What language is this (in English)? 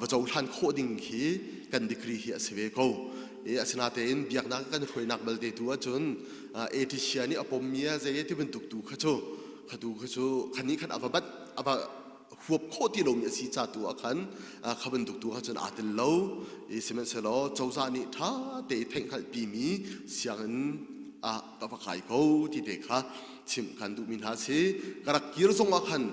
Hakha Chin